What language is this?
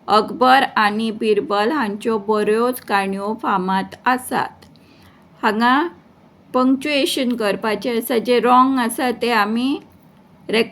Konkani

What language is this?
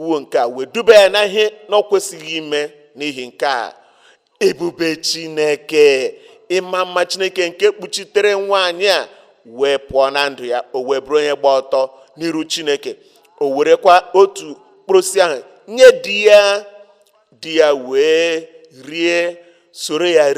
Igbo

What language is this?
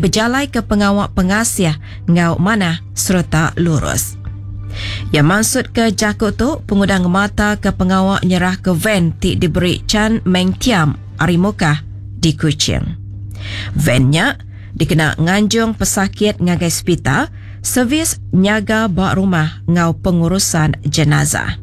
Iban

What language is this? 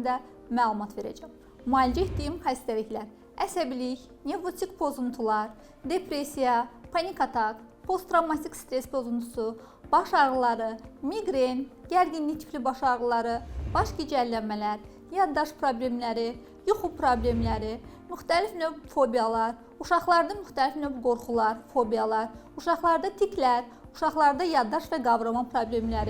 Azerbaijani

